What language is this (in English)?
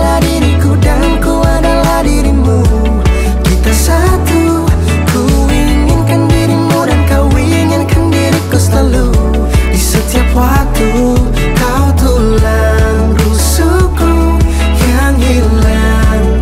Indonesian